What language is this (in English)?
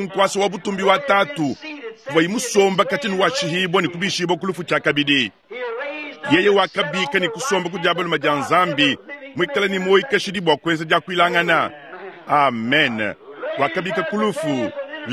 Luba-Lulua